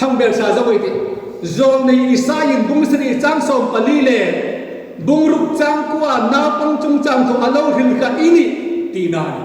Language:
Hmar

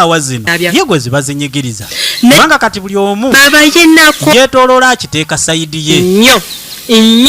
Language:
Ganda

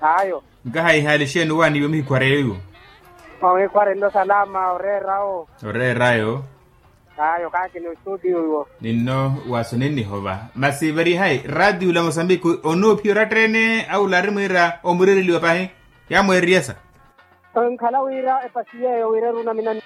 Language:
Makhuwa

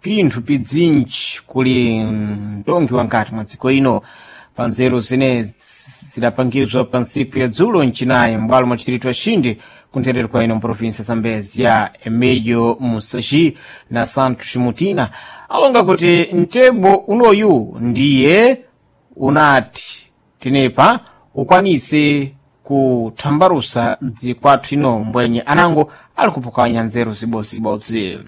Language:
Sena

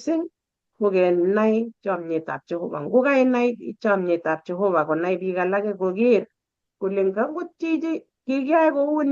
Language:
Kalenjin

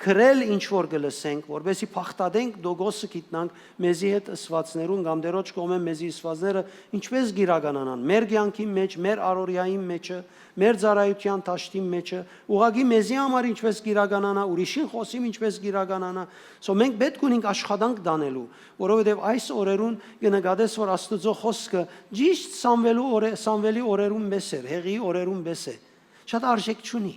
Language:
Western Armenian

